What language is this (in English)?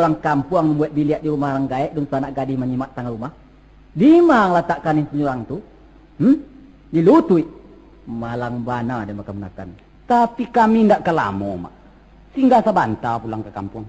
Minangkabau